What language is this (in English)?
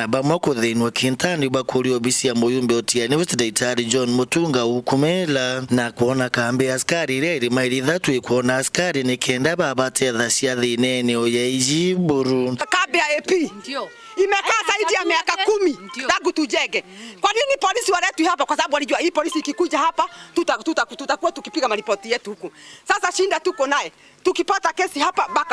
Meru